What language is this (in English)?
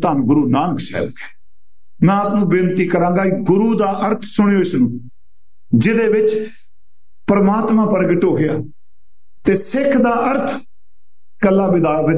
Punjabi